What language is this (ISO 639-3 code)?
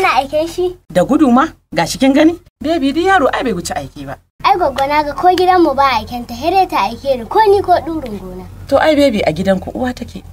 hau